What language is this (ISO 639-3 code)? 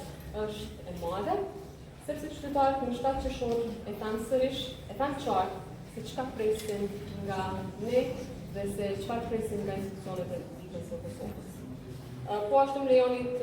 sqi